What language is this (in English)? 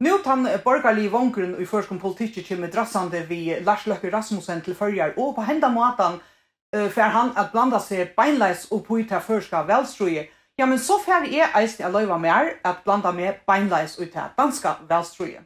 Faroese